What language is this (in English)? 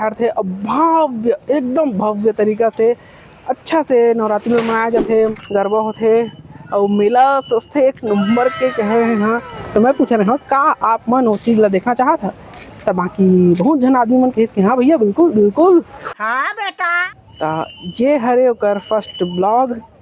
Chhattisgarhi